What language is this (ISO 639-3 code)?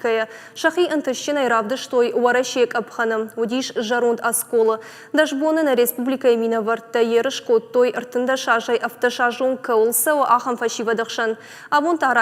oss